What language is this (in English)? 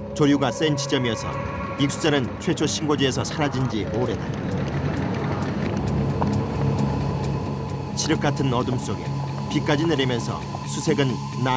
Korean